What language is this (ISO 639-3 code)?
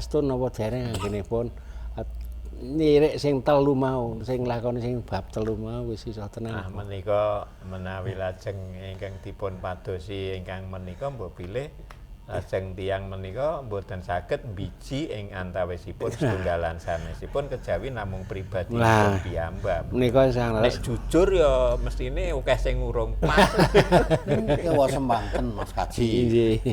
jav